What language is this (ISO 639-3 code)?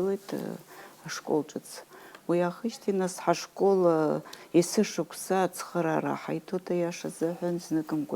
abk